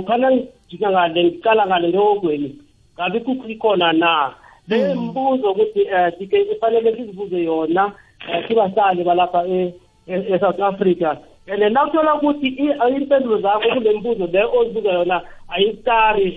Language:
South Ndebele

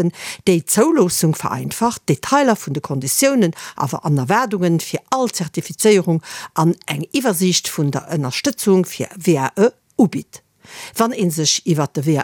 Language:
Luxembourgish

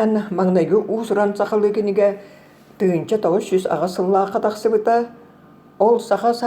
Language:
Yakut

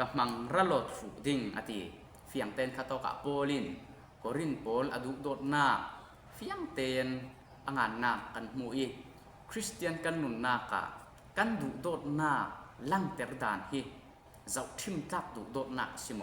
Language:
Falam Chin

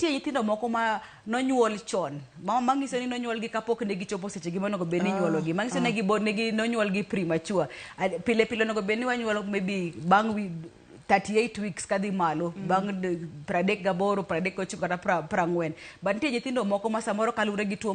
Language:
Luo (Kenya and Tanzania)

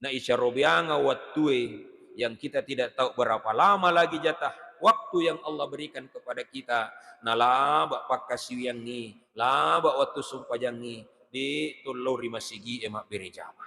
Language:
Buginese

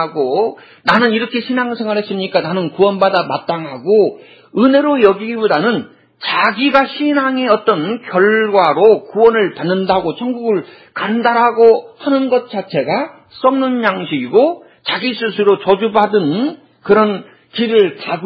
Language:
Korean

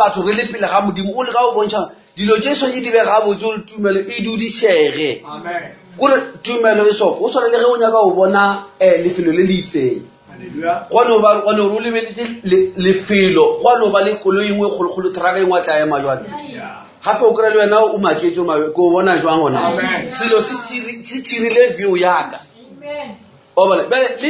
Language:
Northern Sotho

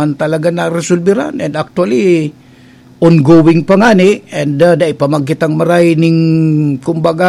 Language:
Bikol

